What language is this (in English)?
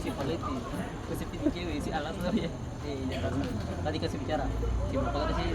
Ambonese Malay